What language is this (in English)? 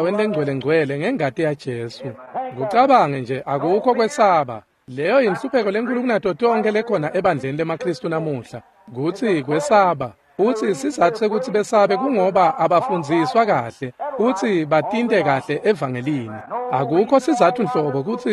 Swati